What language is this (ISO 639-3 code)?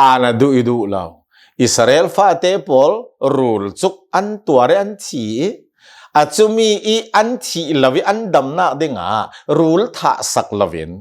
cnh